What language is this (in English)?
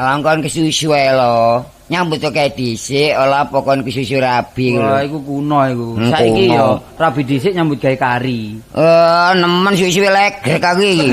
Javanese